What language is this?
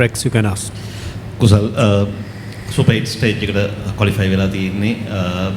Sinhala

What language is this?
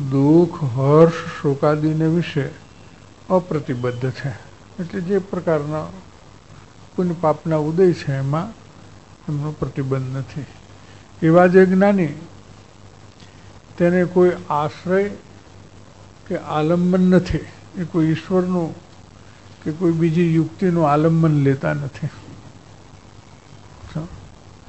Gujarati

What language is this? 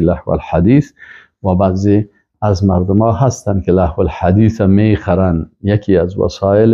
Persian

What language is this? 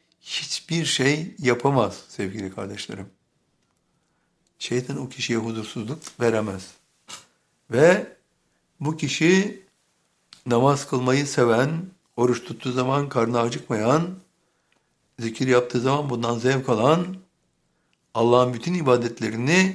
Turkish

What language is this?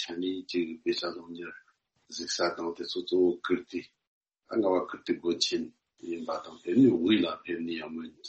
Tibetan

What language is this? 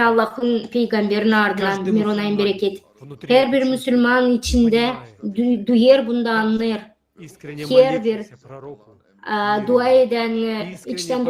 Gagauz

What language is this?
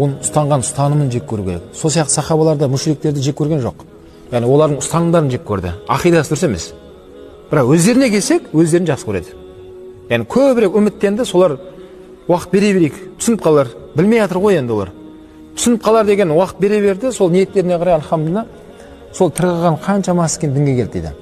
Kazakh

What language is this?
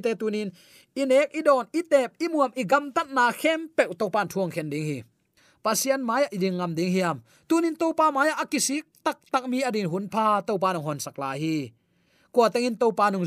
Tedim Chin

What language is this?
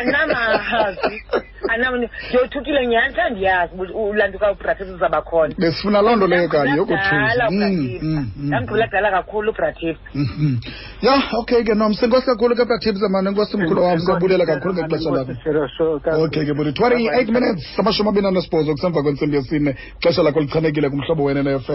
Xhosa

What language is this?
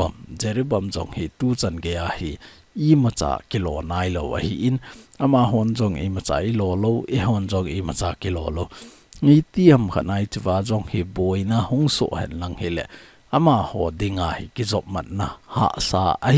Thado Chin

